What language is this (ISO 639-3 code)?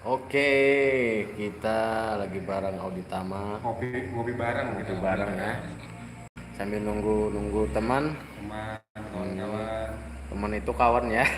bjn